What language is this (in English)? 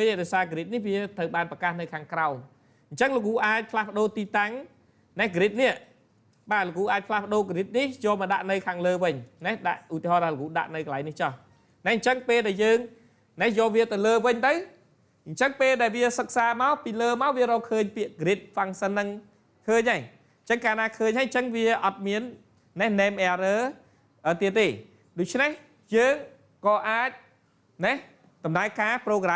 Khmer